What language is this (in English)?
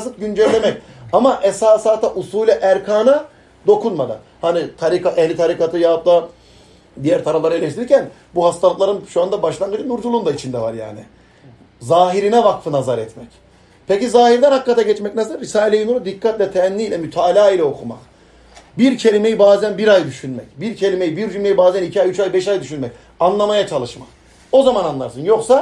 Turkish